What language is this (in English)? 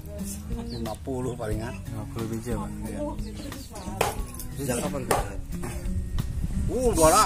Indonesian